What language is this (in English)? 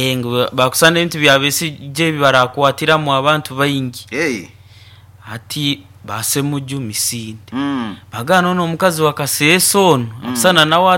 Nyoro